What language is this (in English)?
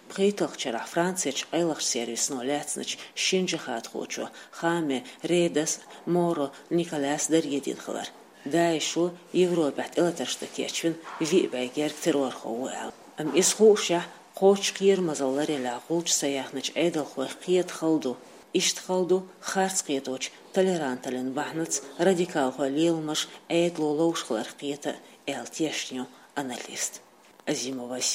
Chechen